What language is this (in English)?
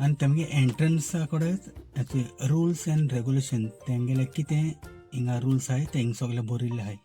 Konkani